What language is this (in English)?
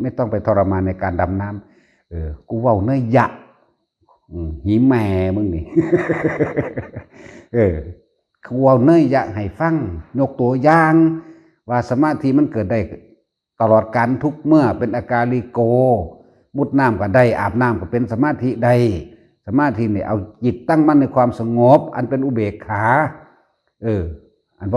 Lao